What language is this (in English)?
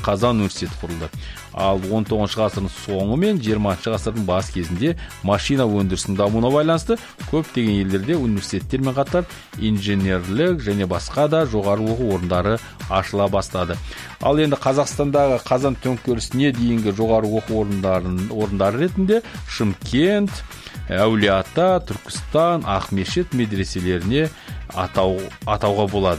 Kazakh